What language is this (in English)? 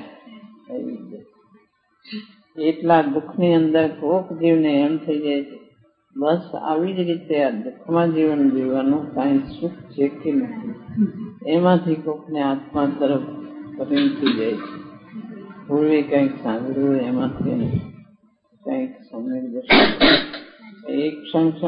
Gujarati